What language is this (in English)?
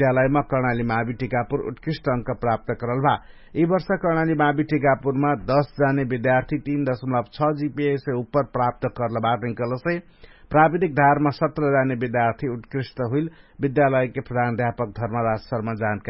Dangaura Tharu